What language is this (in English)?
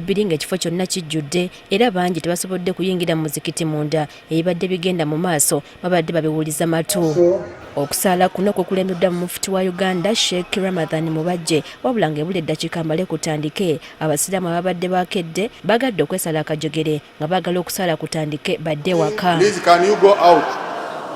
Ganda